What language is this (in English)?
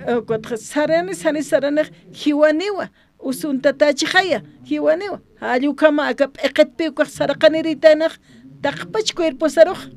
Aymara